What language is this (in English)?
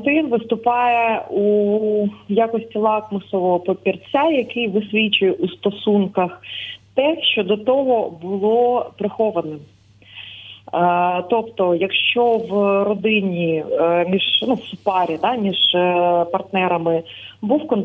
Ukrainian